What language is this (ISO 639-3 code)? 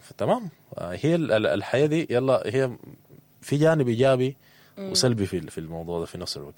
apd